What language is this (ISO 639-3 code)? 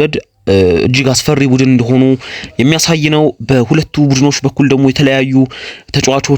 amh